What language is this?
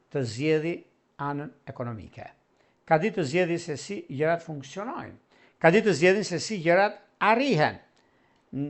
Albanian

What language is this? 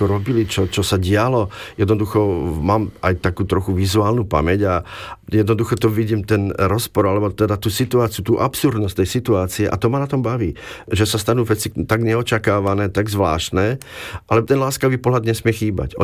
Slovak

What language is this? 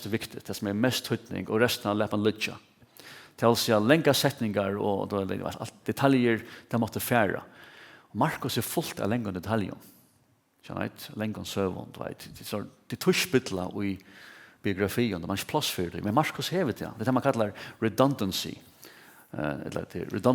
Faroese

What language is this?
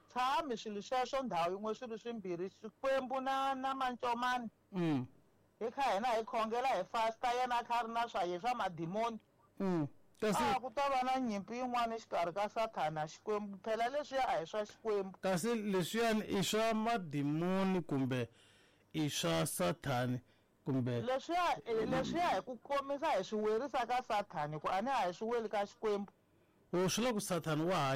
Tsonga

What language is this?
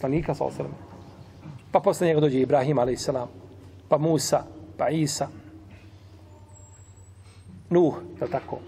Bosnian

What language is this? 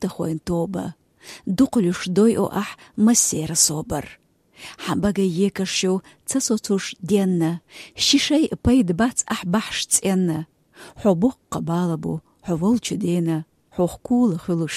Chechen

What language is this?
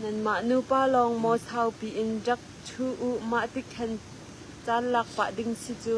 Hakha Chin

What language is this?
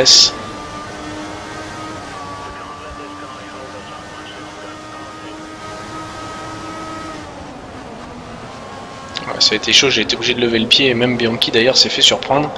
French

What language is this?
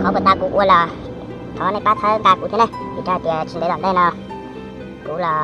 Hmong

